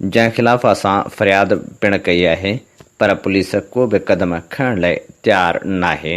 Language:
Sindhi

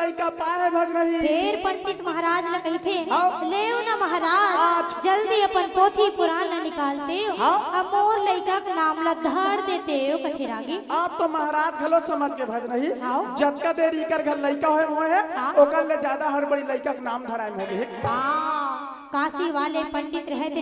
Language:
Chhattisgarhi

